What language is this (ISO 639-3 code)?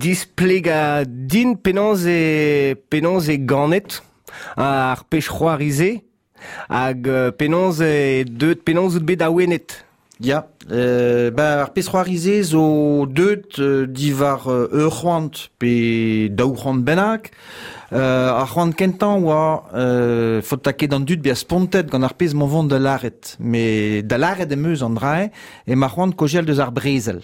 bre